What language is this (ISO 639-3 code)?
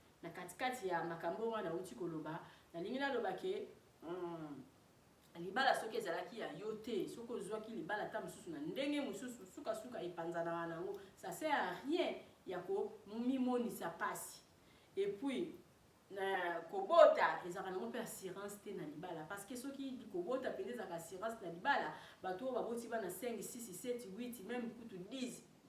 lin